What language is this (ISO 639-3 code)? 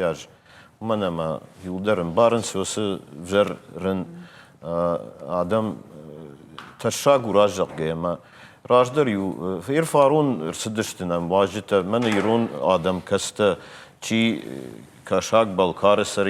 oss